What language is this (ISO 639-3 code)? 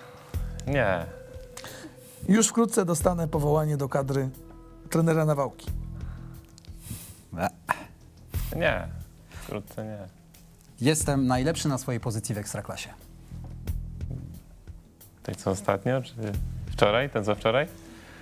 pol